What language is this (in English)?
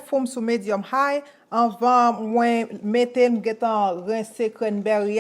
Haitian Creole